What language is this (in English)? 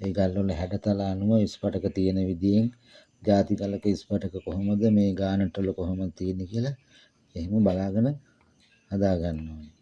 Sinhala